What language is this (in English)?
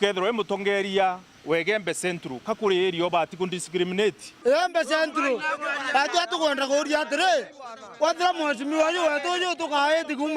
Meru